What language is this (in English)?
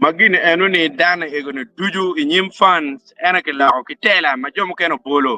Acoli